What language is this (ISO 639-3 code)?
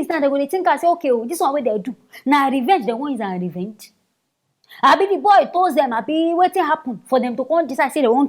pcm